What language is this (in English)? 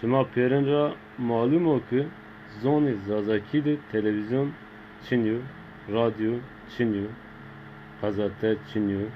Zaza